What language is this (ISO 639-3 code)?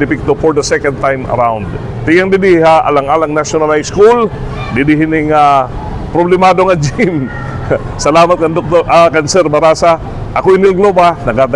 war